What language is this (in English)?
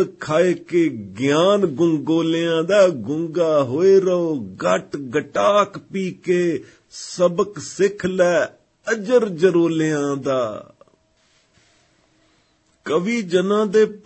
Punjabi